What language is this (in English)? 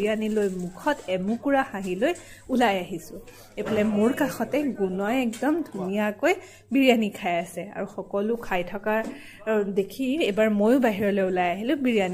Assamese